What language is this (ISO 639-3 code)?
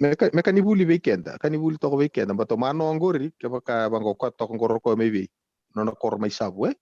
fij